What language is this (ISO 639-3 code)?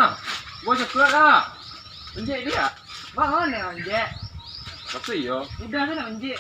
min